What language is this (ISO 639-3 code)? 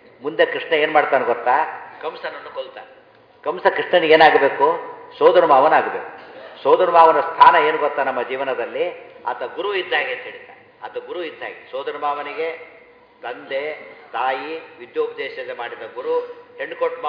kan